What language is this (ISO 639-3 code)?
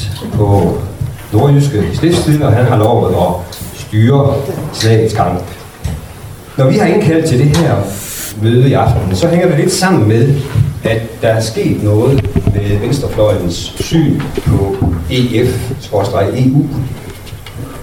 dan